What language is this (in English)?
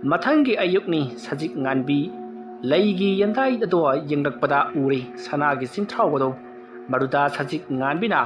Manipuri